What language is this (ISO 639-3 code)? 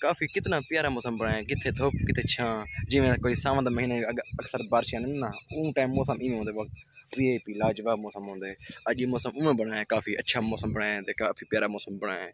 skr